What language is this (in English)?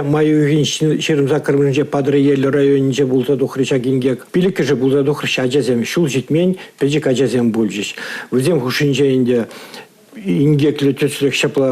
Chuvash